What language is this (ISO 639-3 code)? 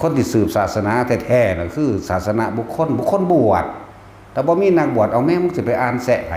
tts